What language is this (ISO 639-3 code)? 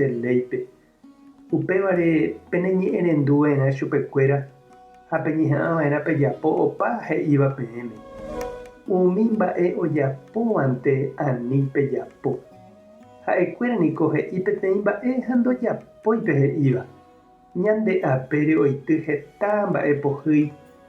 grn